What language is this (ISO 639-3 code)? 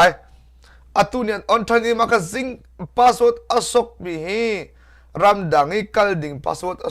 cnh